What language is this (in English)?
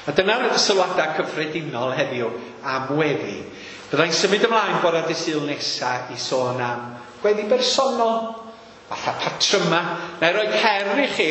Welsh